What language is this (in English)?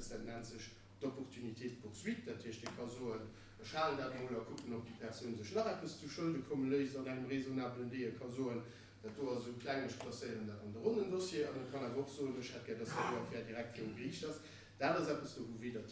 Luxembourgish